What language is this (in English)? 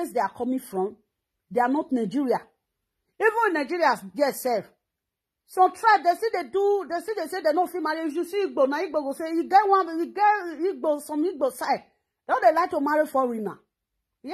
Nigerian Pidgin